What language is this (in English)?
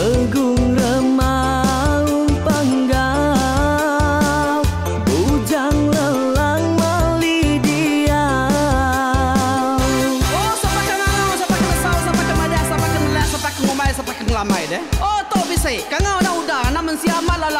Iban